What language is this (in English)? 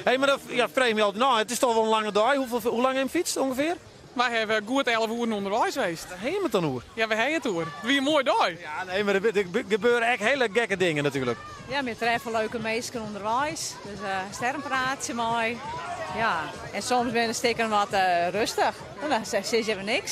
Western Frisian